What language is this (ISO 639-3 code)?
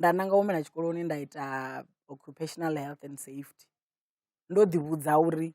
ven